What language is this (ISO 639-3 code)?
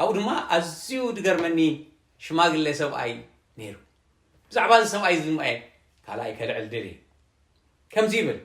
tir